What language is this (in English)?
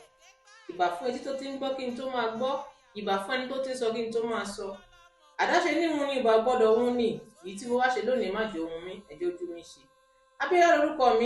Yoruba